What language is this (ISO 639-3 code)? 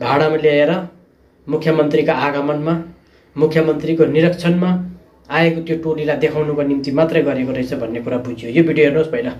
nep